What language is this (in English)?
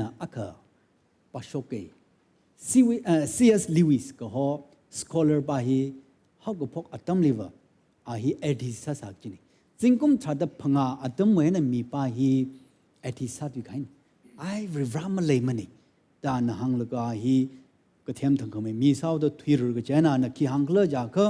Tangkhul Naga (India)